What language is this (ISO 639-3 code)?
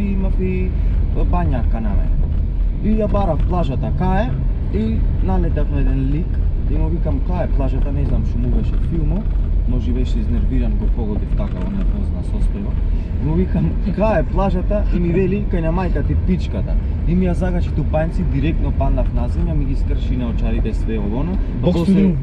mkd